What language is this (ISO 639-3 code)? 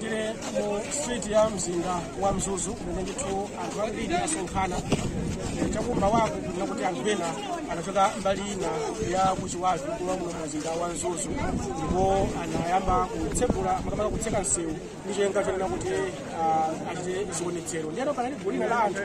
nya